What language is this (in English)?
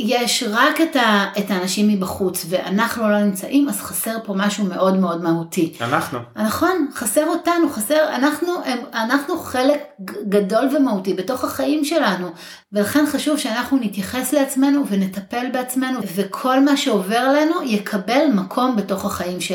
Hebrew